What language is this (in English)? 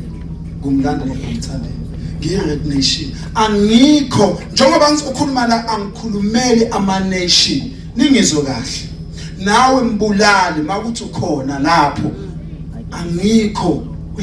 Zulu